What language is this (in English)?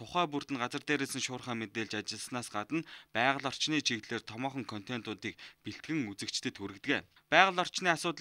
Mongolian